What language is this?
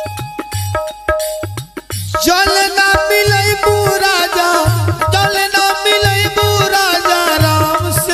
Bhojpuri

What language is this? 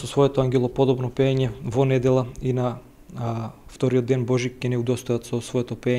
Macedonian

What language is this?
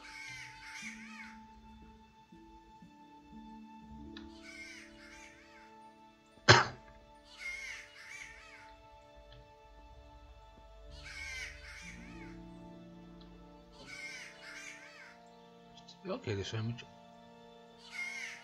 Hungarian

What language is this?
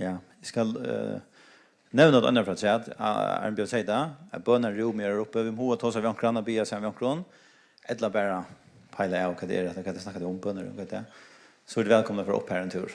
Faroese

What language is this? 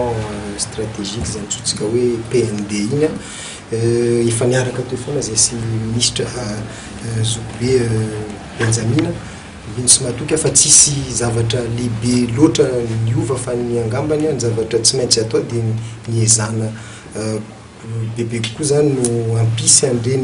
Malagasy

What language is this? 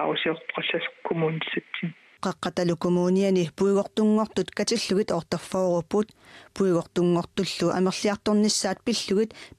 Kalaallisut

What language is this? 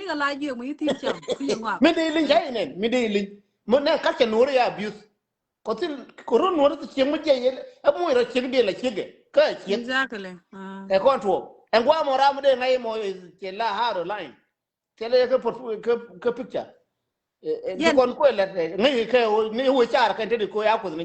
Nuer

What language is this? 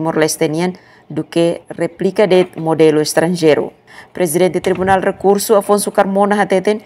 Tetum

